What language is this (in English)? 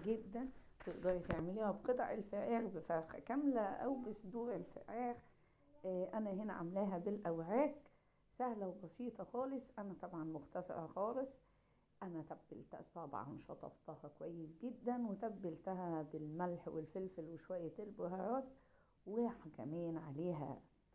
Egyptian Arabic